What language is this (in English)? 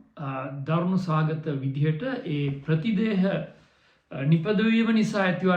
Sinhala